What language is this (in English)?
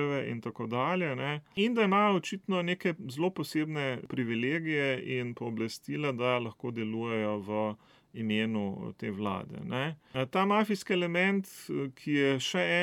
Slovenian